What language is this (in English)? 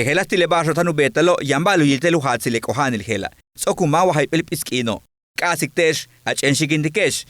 Yucateco